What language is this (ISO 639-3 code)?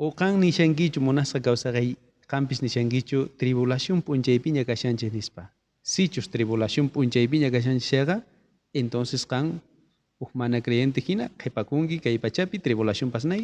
quh